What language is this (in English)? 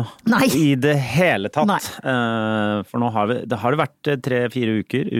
Norwegian